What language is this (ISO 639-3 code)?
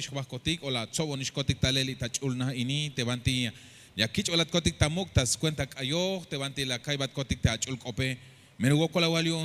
tzh